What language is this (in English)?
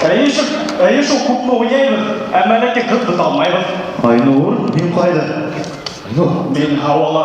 Bashkir